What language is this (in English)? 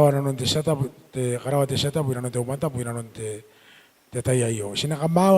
Gilbertese